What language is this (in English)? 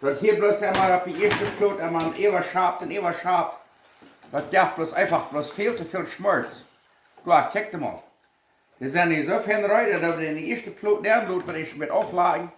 Plautdietsch